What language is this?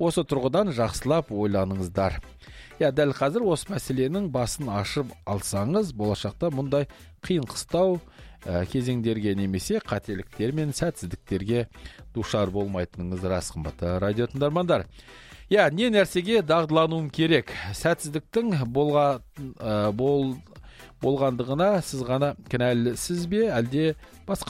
Kazakh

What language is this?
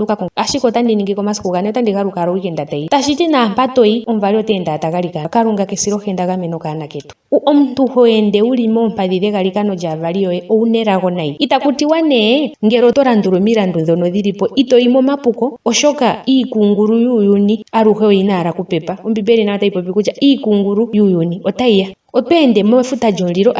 Ndonga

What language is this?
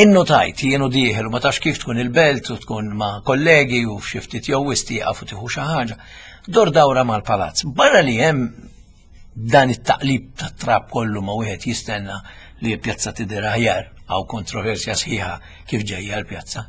Maltese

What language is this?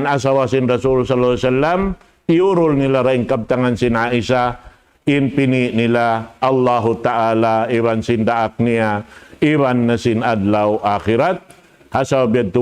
Tausug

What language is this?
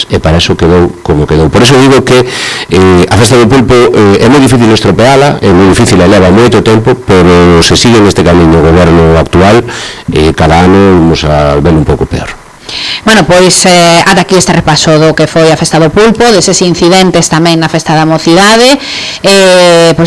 Galician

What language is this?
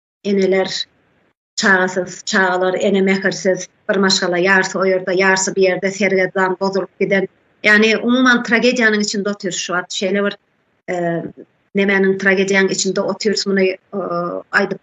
Turkmen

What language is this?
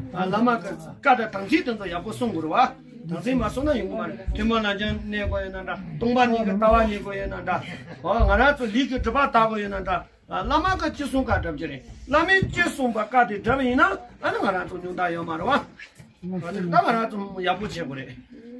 Tibetan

